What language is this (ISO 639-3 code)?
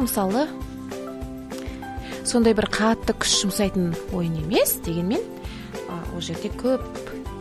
kaz